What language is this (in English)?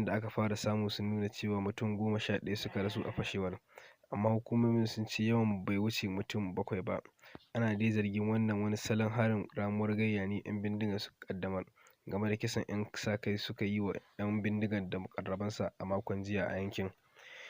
Hausa